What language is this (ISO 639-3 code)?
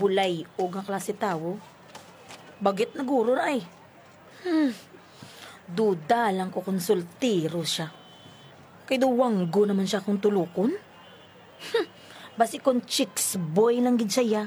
hil